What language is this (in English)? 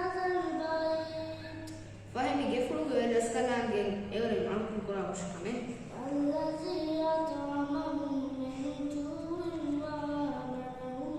Divehi